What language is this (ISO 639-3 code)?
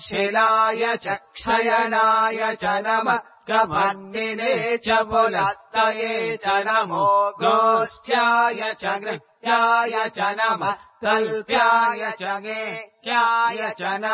san